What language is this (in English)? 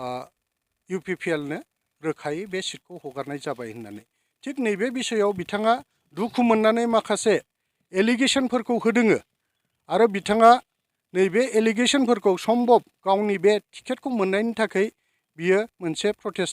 Bodo